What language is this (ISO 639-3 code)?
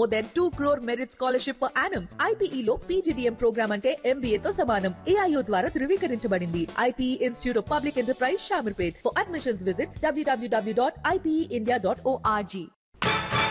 tel